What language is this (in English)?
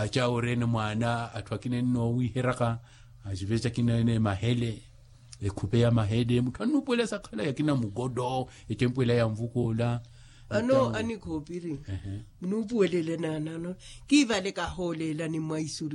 Makhuwa